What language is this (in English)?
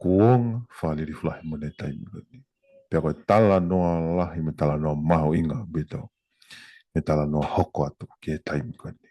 Tongan